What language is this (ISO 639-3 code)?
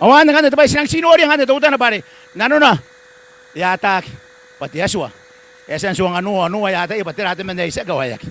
gil